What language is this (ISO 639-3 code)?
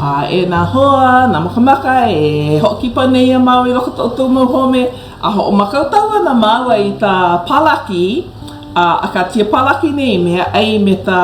haw